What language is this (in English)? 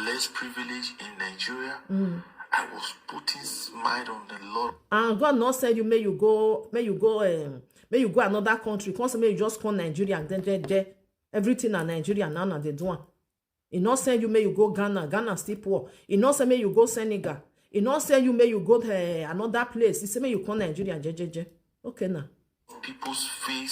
Nigerian Pidgin